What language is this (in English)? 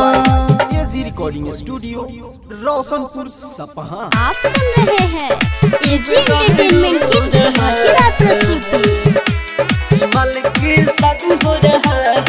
Bhojpuri